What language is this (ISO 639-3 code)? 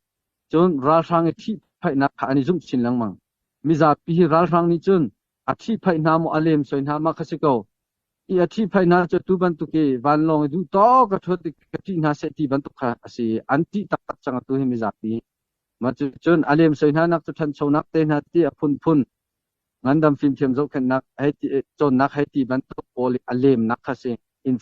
cnh